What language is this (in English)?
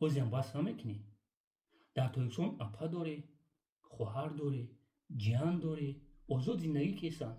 Tajik